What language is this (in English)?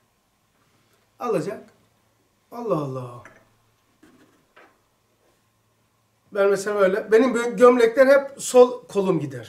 Turkish